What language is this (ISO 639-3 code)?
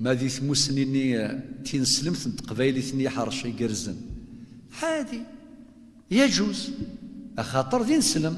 kab